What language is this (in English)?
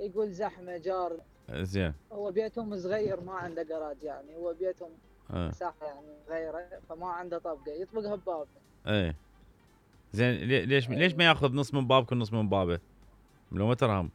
Mesopotamian Arabic